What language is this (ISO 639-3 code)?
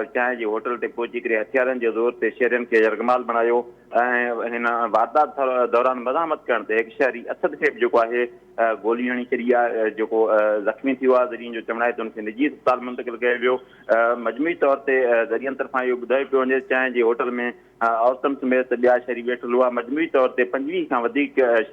snd